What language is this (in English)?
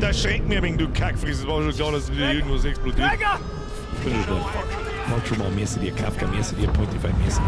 Bavarian